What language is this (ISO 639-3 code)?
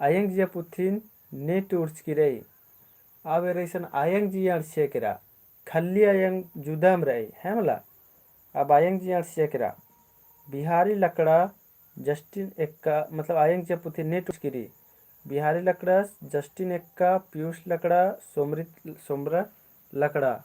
kru